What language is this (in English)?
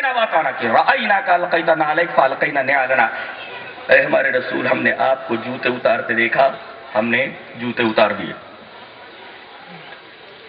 Urdu